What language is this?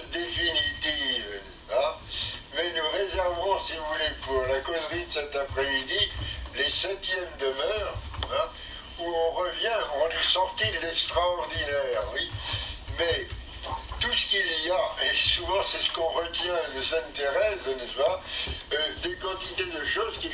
French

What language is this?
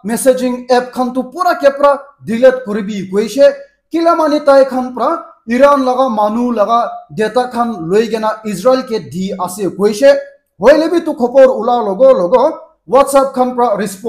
Naga Pidgin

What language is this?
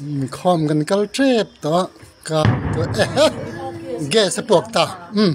Mizo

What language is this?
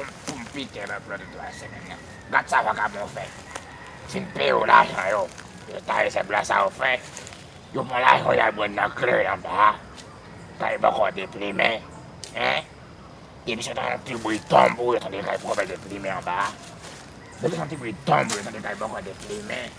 Haitian Creole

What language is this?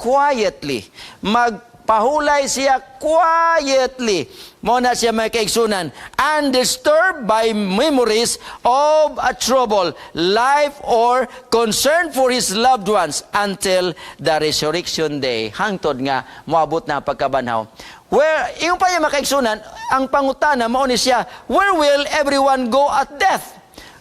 Cebuano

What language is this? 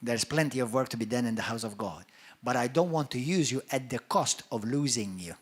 English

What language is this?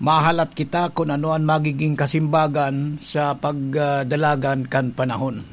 Bikol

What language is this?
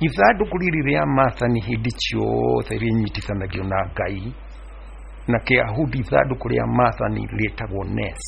Kikuyu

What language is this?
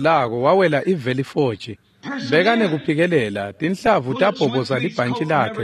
Swati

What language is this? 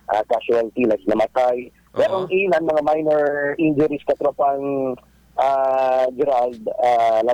Filipino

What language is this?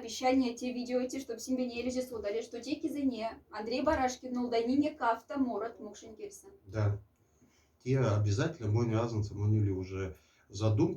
Moksha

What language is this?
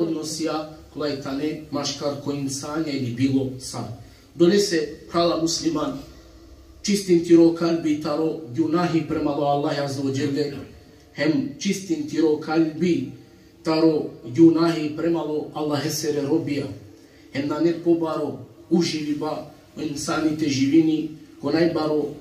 Balkan Romani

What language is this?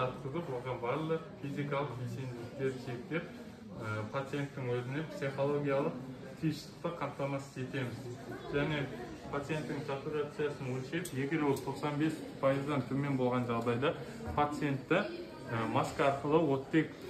Kazakh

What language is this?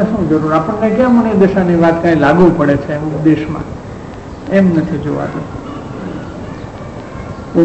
Gujarati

